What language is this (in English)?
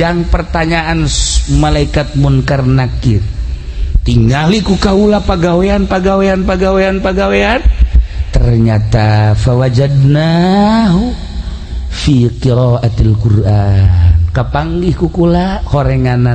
Sundanese